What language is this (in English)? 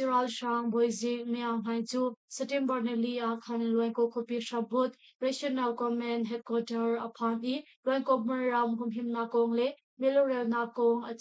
Hakha Chin